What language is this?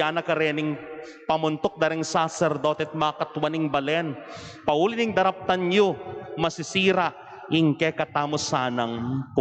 Pampanga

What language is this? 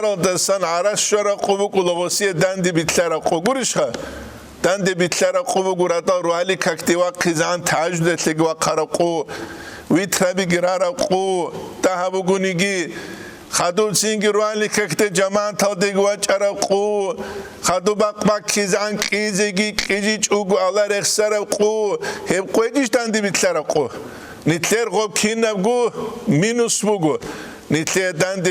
Avaric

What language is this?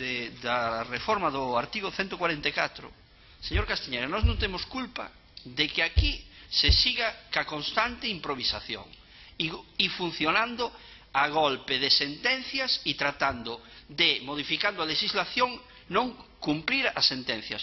Galician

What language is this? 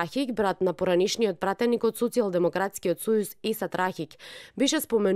Macedonian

